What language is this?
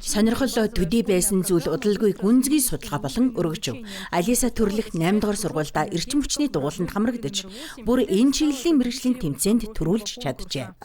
Mongolian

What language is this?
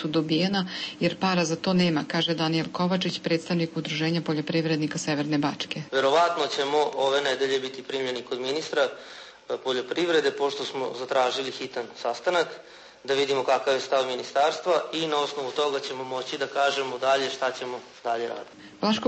Serbian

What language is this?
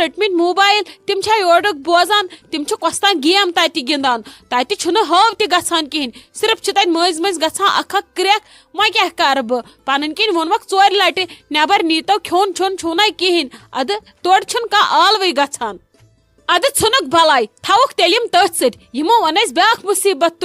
Kashmiri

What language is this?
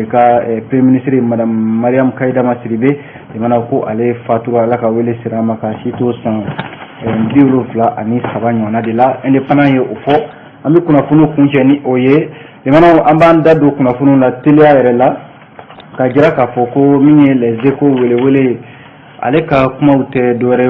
Bambara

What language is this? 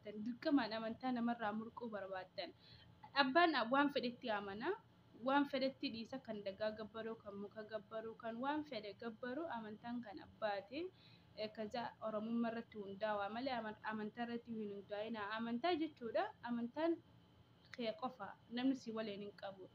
Oromo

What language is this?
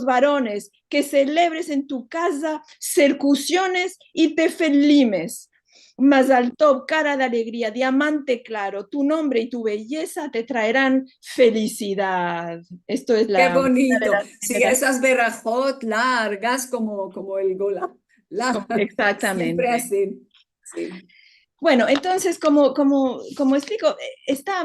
Ladino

